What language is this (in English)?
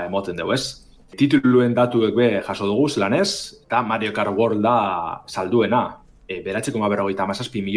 Basque